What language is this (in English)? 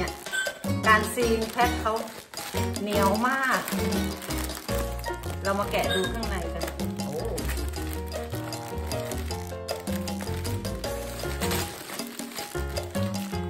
Thai